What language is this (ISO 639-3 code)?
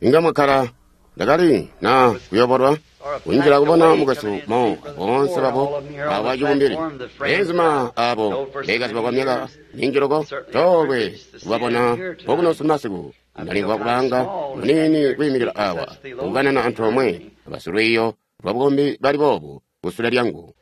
toi